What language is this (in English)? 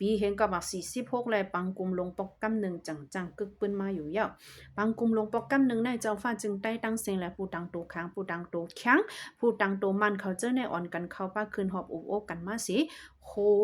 Shan